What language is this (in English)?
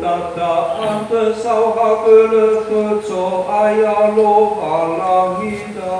Nias